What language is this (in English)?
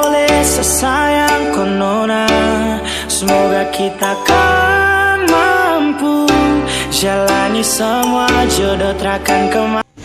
Ambonese Malay